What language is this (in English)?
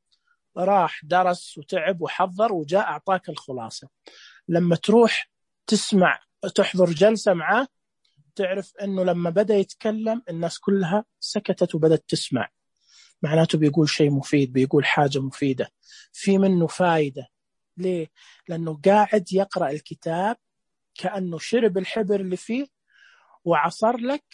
Najdi Arabic